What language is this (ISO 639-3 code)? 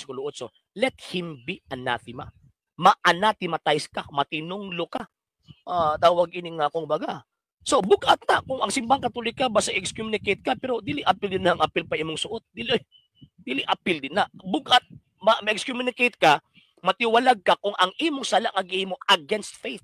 ceb